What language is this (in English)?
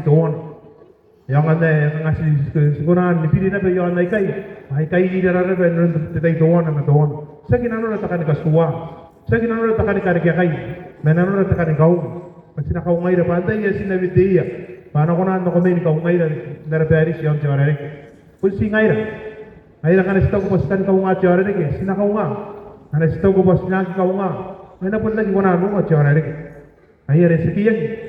Gilbertese